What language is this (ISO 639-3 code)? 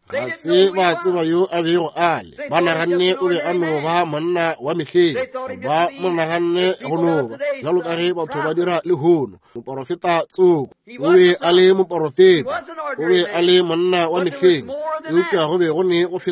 nso